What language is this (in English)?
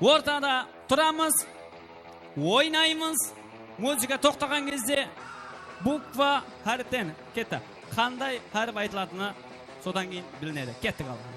Kara-Kalpak